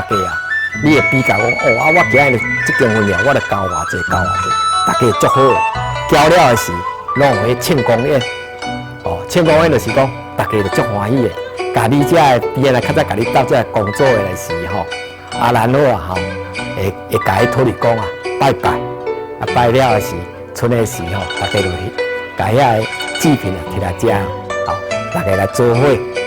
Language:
Min Nan Chinese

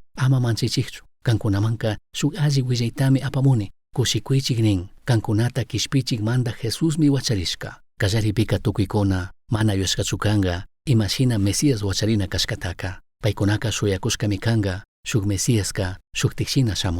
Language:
Chimborazo Highland Quichua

